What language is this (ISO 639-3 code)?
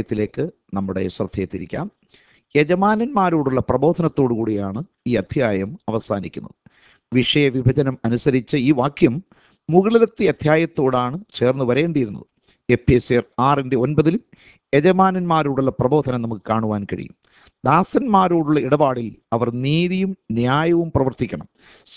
mal